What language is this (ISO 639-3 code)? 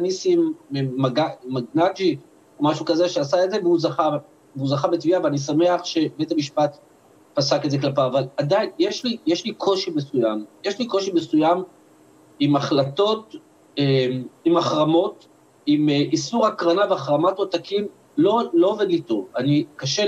heb